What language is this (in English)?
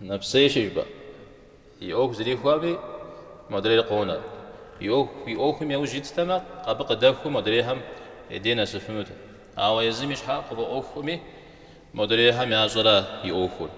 Kabardian